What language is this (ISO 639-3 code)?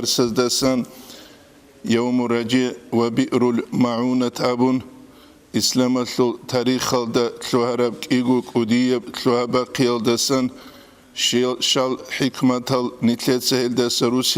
ava